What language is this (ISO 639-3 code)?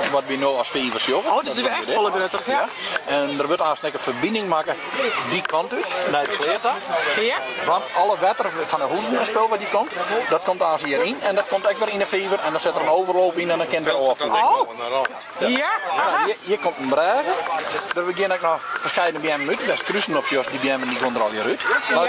fry